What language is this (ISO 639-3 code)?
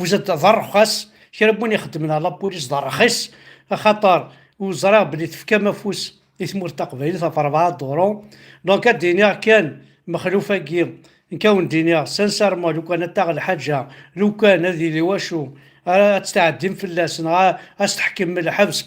kab